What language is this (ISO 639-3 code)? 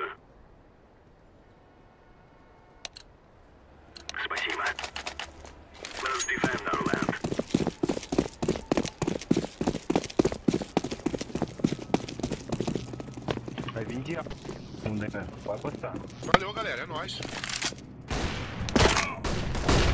por